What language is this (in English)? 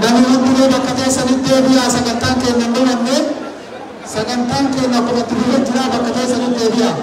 Oromo